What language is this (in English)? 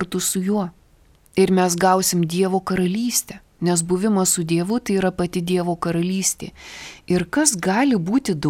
Lithuanian